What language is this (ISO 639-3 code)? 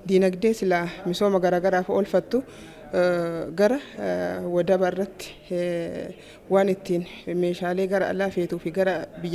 orm